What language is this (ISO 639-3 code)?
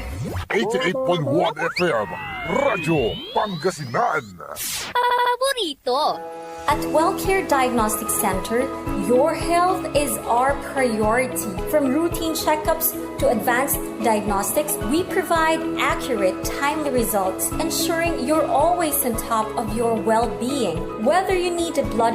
pag